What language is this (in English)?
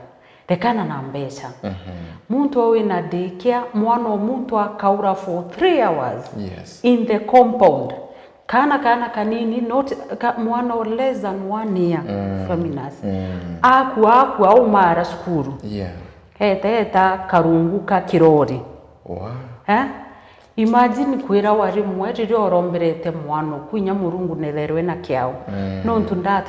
Meru